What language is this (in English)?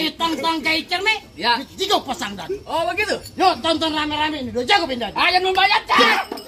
Betawi